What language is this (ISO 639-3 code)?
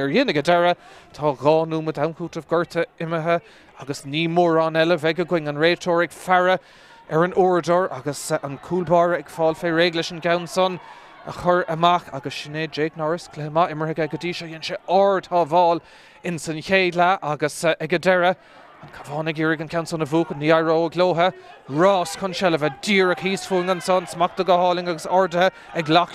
gle